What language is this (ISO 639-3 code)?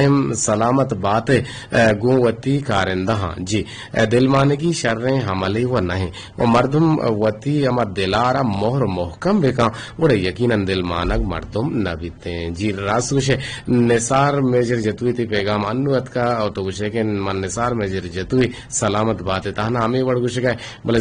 bgp